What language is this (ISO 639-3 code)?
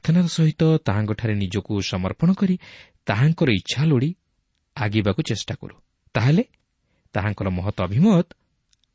ori